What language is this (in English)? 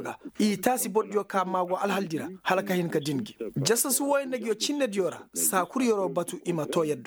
Koyraboro Senni